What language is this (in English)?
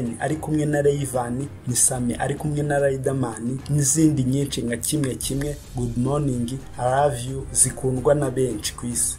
Kinyarwanda